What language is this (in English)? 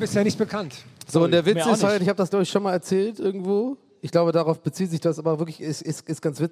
German